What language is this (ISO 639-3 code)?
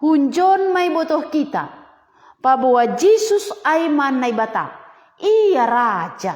bts